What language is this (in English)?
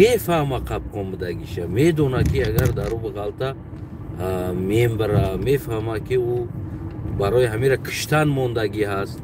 Tajik